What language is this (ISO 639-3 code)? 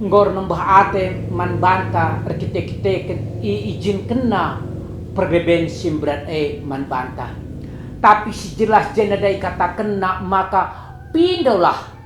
btx